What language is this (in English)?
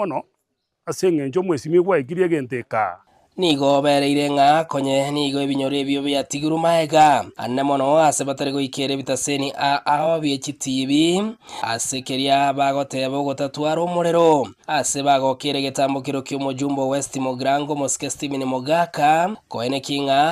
Gusii